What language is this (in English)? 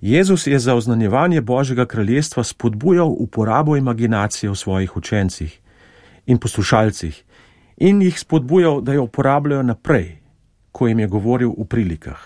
Slovenian